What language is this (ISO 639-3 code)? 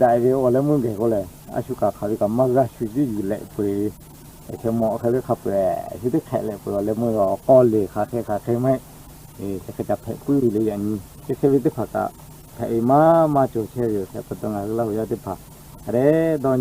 lhu